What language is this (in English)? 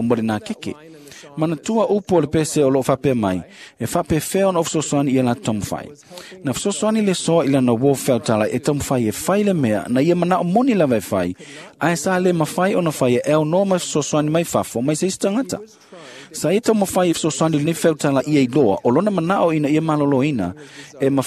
Samoan